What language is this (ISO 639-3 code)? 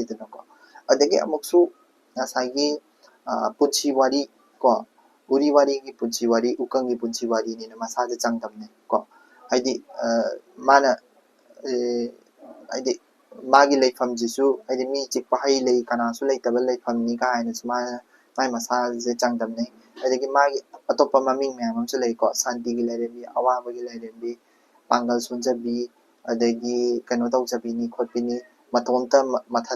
mni